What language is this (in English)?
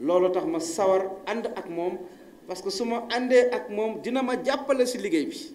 Wolof